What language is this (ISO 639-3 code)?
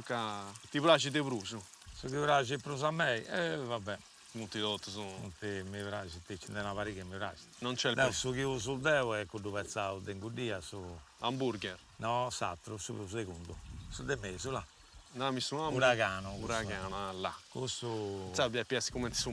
srd